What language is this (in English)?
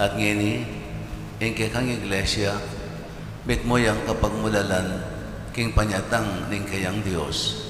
Pampanga